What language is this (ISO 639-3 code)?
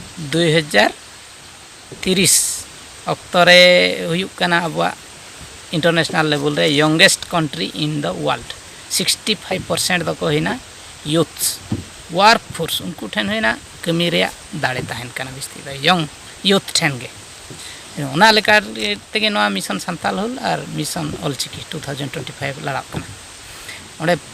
sat